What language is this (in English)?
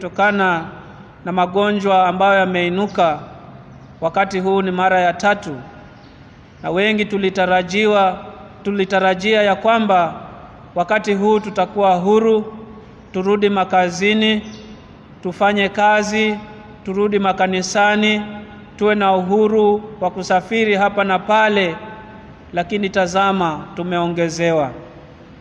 Swahili